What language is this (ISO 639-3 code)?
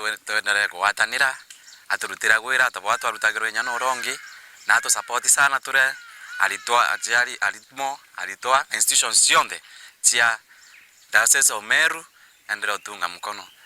mer